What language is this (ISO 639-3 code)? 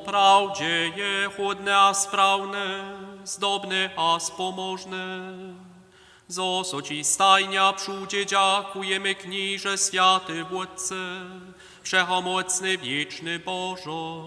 hsb